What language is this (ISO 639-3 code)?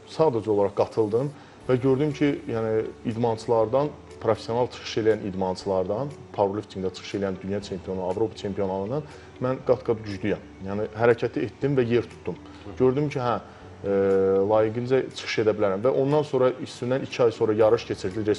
aze